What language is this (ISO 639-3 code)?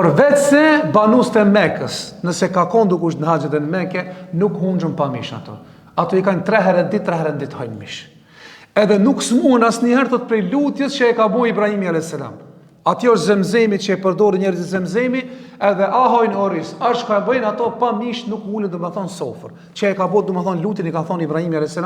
sqi